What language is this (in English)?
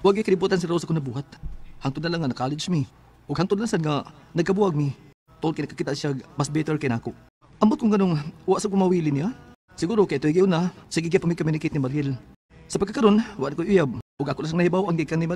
Cebuano